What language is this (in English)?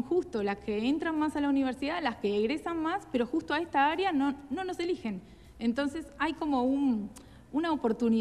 Spanish